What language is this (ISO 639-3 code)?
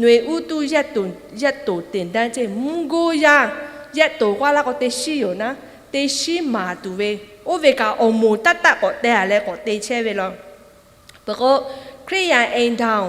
lhu